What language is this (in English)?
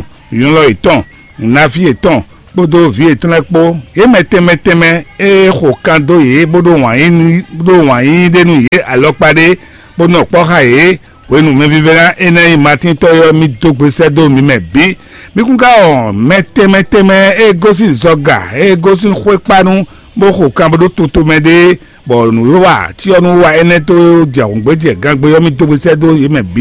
Fon